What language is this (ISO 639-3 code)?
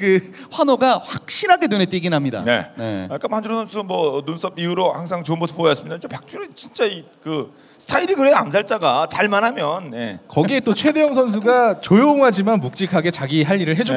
kor